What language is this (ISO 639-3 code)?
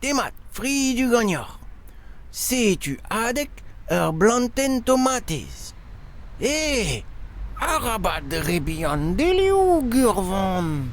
bre